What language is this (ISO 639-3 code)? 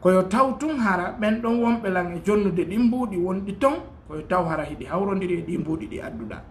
ful